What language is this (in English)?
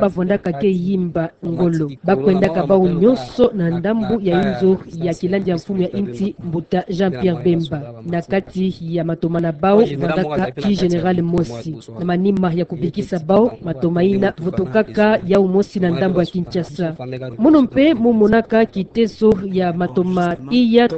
Kituba (Democratic Republic of Congo)